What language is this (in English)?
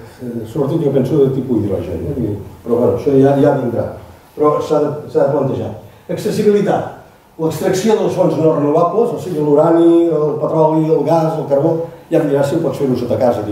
Catalan